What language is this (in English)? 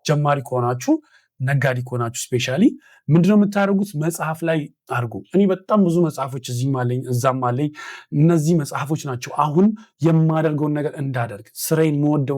Amharic